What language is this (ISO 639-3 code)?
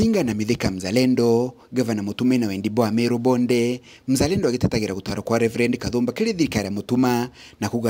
mer